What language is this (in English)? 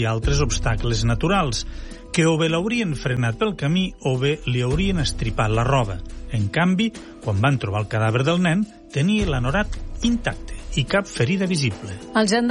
Catalan